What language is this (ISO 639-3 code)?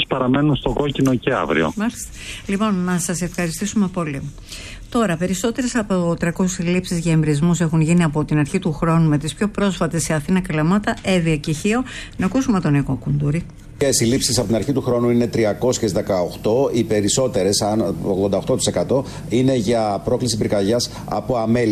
ell